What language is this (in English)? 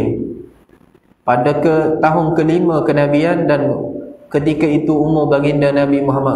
Malay